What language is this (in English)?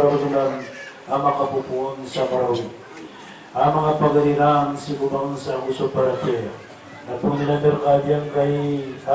Maranao